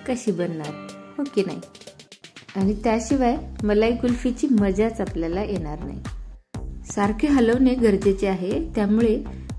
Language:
Marathi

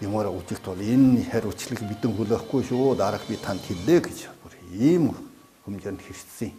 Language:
Mongolian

